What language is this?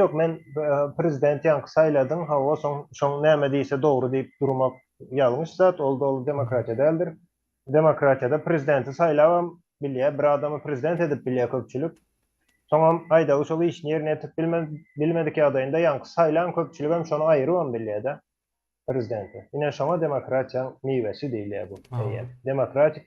Turkmen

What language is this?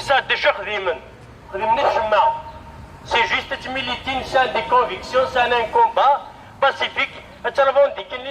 Kabyle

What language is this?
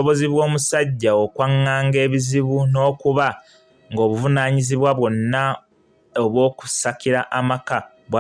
Ganda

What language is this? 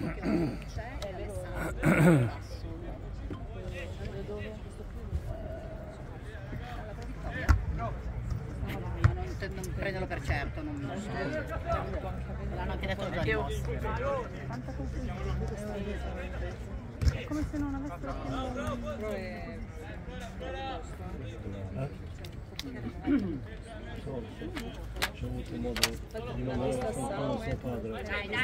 Italian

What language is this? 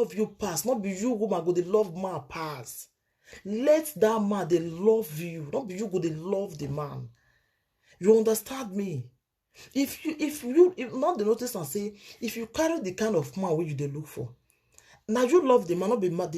Nigerian Pidgin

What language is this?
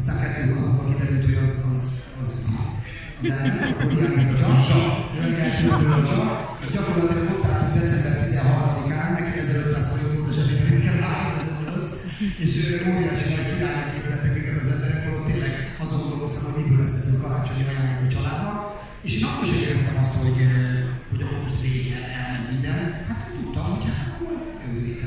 Hungarian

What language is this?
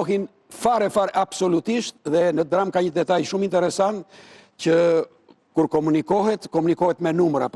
Albanian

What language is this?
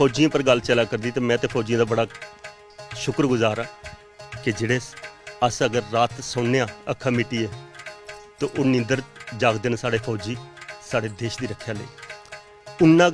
Dogri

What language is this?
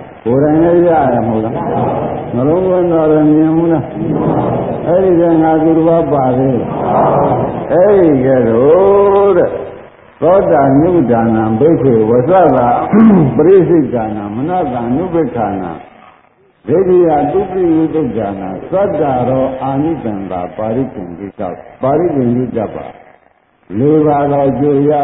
Burmese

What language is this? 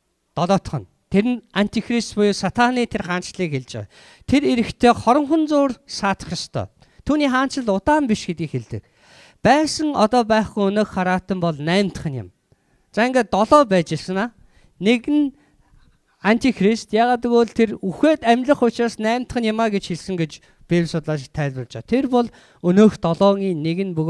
Mongolian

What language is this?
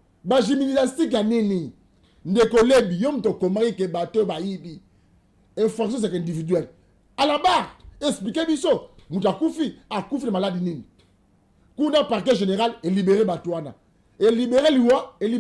Lingala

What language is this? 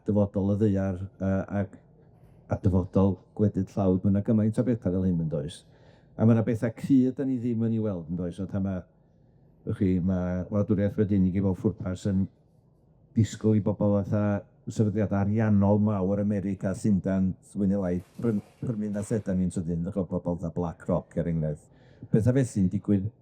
Welsh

